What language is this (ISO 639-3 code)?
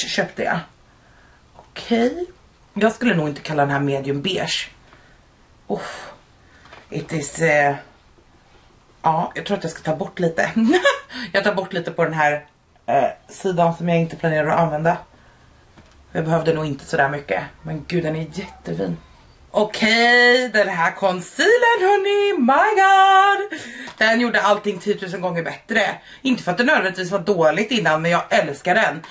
swe